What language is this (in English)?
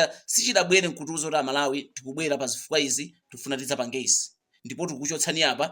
Nyanja